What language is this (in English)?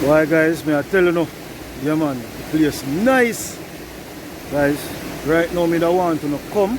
Jamaican Creole English